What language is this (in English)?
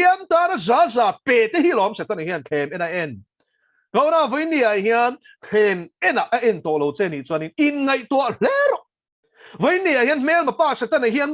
Mizo